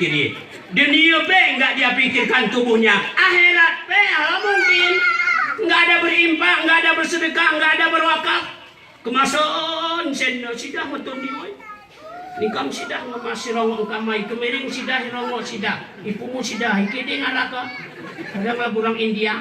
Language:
Gayo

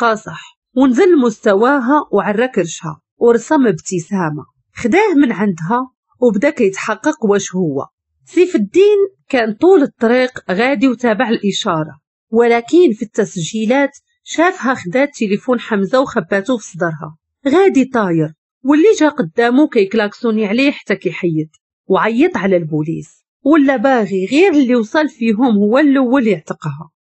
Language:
Moroccan Arabic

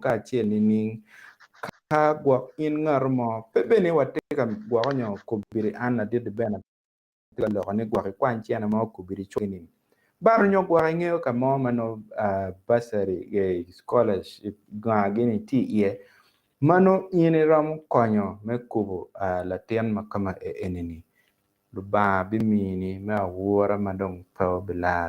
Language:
Acoli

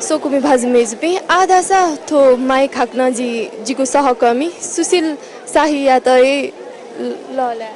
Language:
Newari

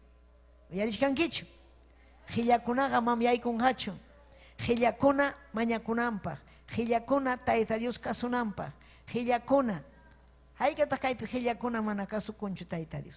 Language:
Ayacucho Quechua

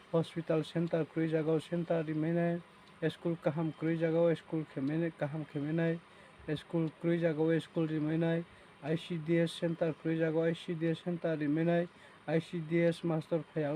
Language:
Riang (India)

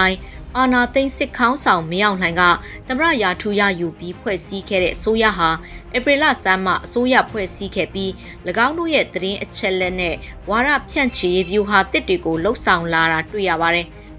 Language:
Burmese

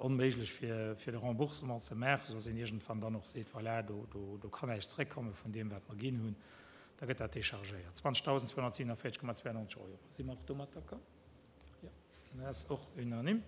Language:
Luxembourgish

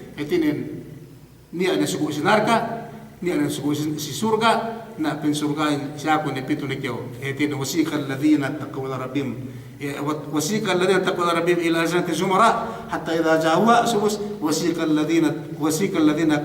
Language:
Yakan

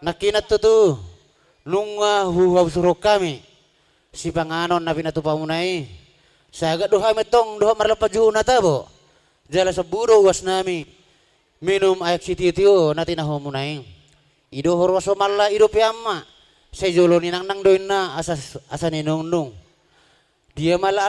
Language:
Batak Toba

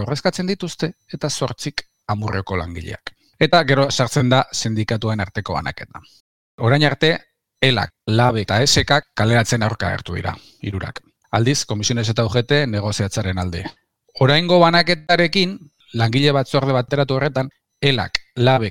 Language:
Basque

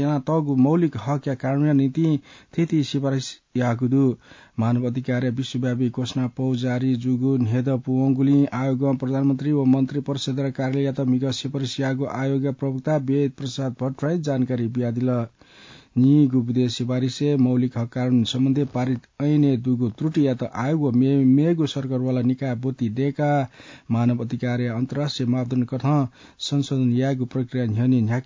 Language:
Newari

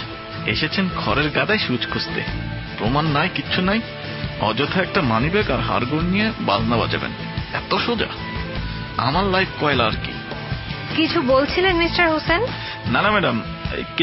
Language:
Bangla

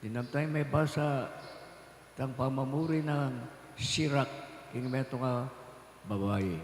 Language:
Pampanga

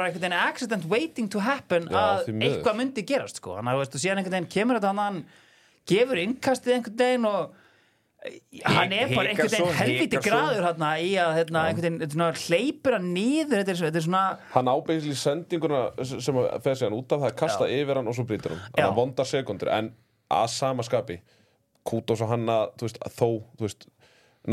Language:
Icelandic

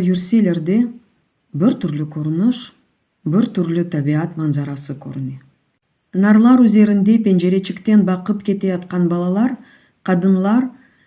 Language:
Crimean Tatar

